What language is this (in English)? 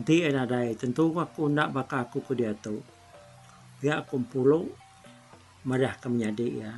Iban